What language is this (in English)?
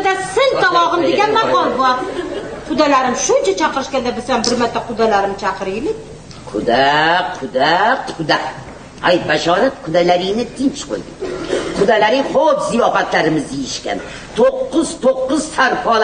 Uzbek